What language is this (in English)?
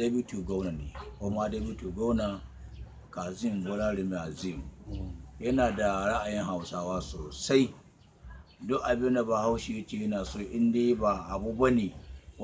Hausa